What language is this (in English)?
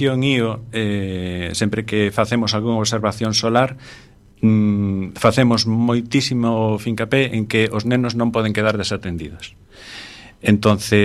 Galician